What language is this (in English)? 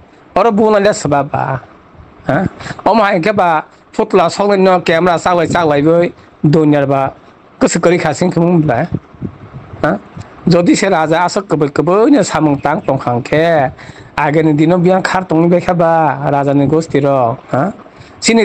Kok Borok